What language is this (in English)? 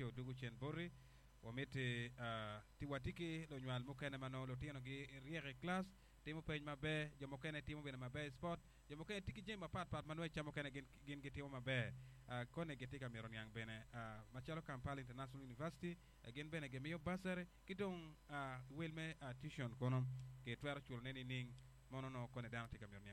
Acoli